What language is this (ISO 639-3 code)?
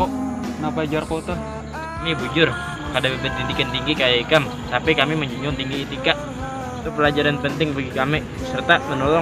bjn